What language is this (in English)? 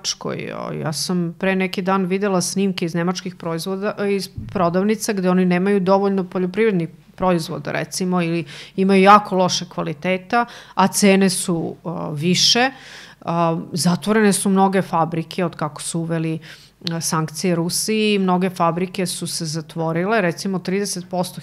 Serbian